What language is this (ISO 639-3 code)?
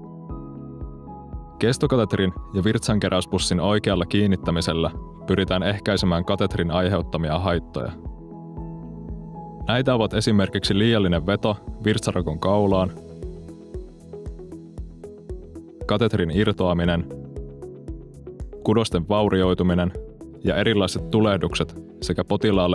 fin